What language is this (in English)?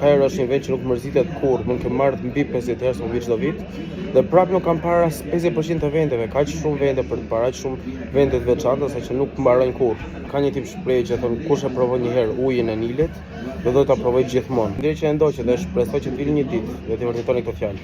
Albanian